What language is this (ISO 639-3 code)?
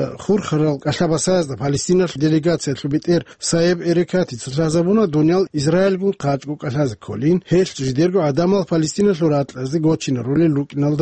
ava